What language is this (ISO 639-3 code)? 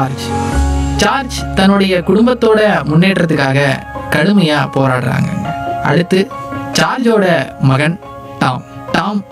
tam